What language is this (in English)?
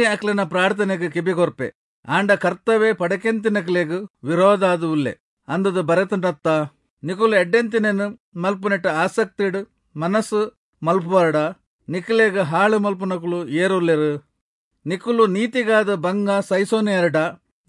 Tulu